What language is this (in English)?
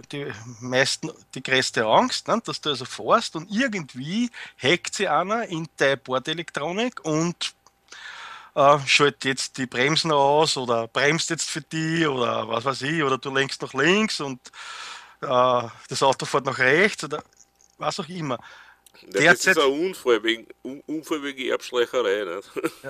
German